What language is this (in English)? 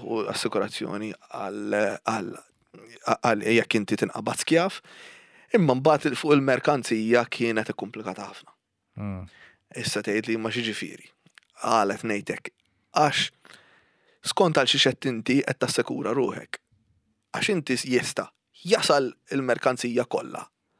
Maltese